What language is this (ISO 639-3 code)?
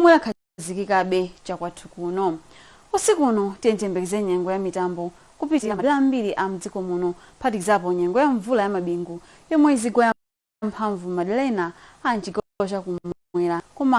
nya